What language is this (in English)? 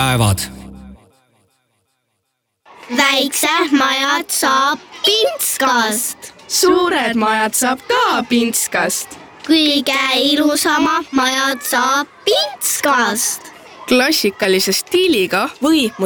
Estonian